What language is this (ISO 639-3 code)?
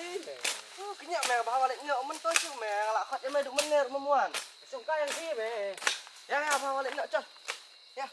kha